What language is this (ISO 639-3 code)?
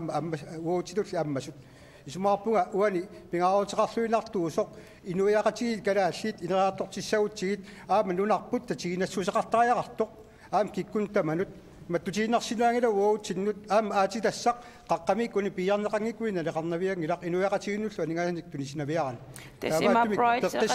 kal